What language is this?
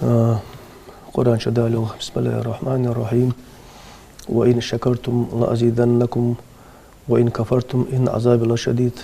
Ingush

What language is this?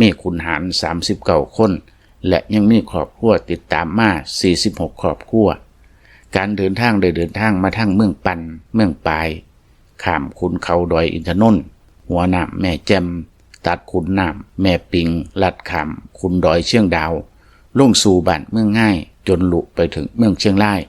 Lao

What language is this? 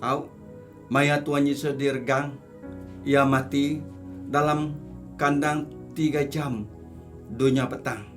Iban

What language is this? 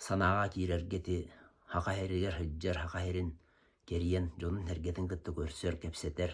Yakut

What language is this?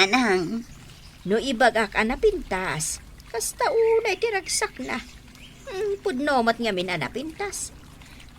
Iloko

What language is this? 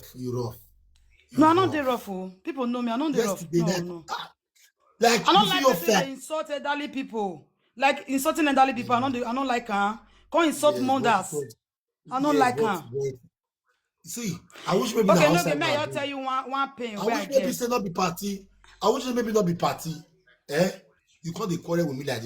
Nigerian Pidgin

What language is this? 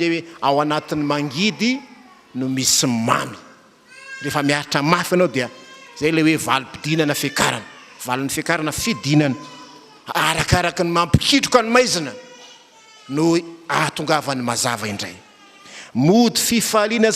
Malagasy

